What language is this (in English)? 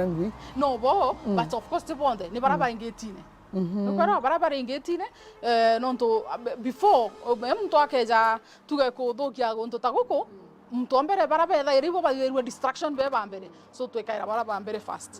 Meru